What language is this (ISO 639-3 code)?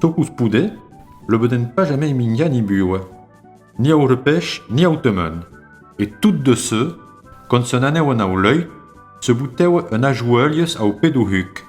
oci